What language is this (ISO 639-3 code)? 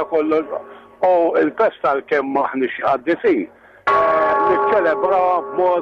mlt